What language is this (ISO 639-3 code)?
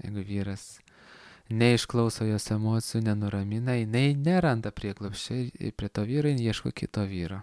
lit